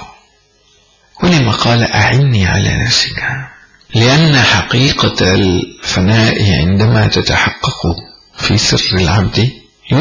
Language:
Arabic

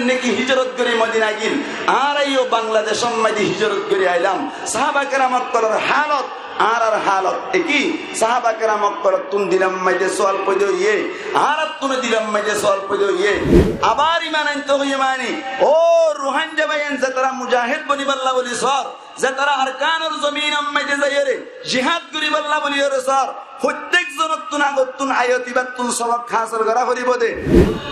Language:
Rohingya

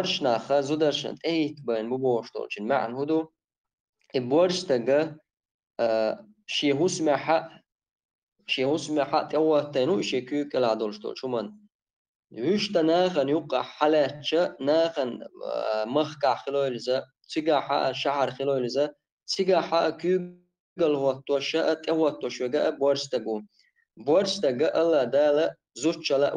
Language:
Chechen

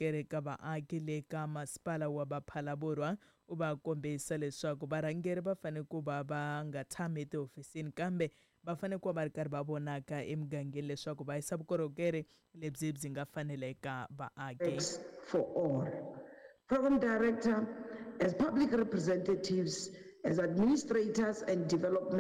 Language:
Tsonga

